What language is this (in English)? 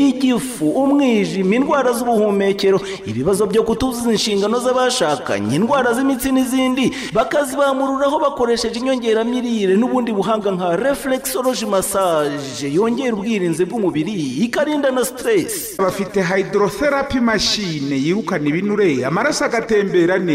Kinyarwanda